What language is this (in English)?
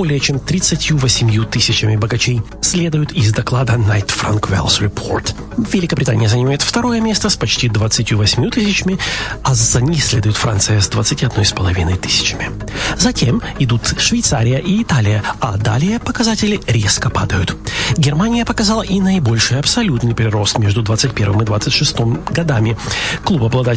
Russian